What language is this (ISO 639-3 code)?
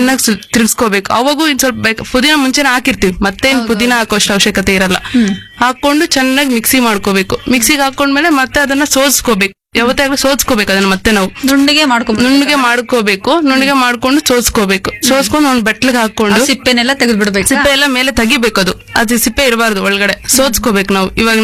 kan